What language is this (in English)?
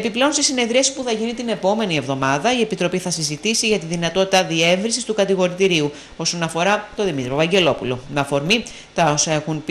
Greek